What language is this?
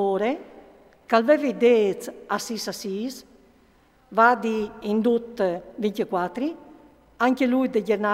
Friulian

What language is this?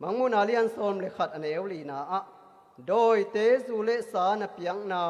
Tedim Chin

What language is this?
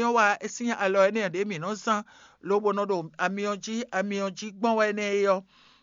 Fon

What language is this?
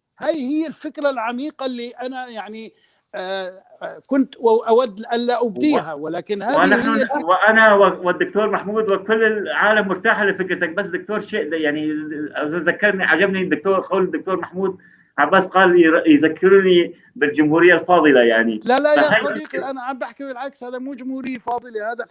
North Levantine Arabic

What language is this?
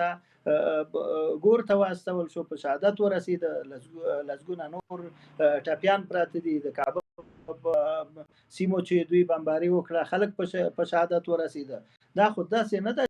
Pashto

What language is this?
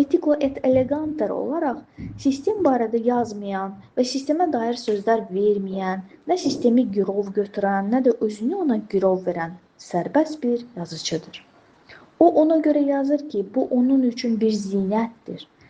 Azerbaijani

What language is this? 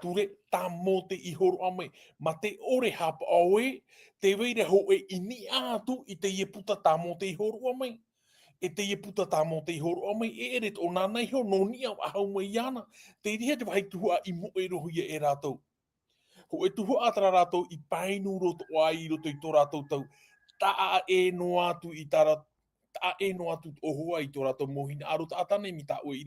Tahitian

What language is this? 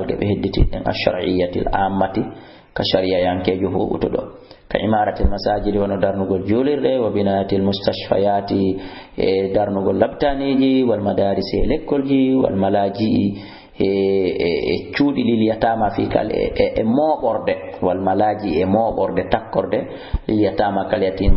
Fula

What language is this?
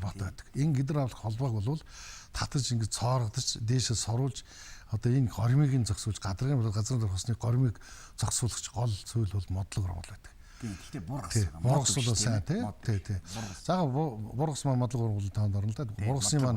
Mongolian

